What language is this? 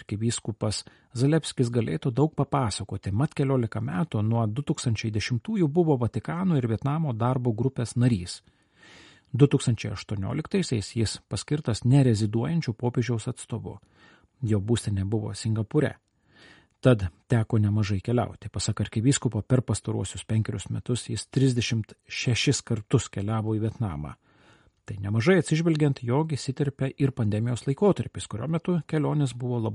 Lithuanian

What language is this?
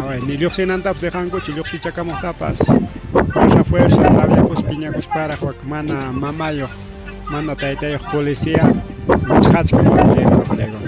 Ayacucho Quechua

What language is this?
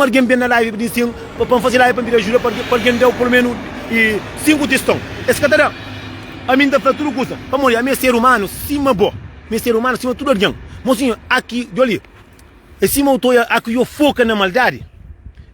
Kabuverdianu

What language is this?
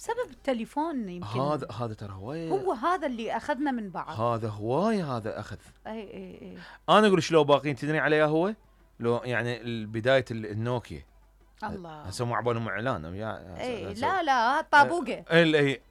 Mesopotamian Arabic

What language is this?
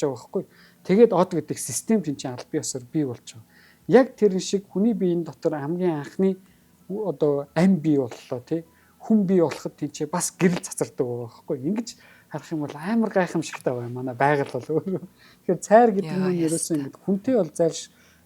Mongolian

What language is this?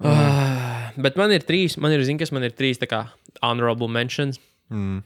Latvian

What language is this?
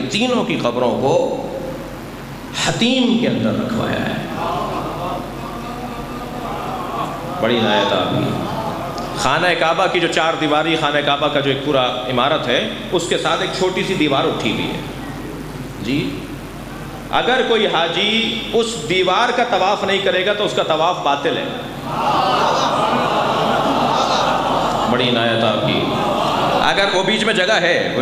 Urdu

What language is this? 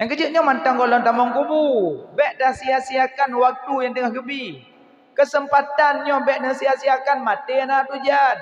Achinese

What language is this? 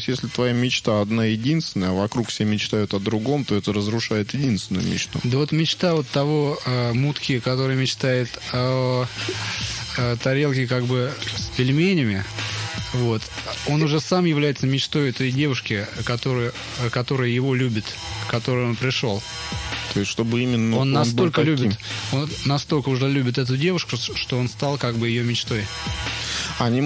Russian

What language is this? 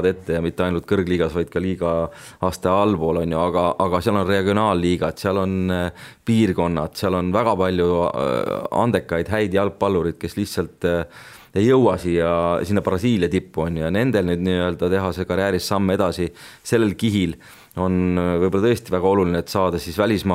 Estonian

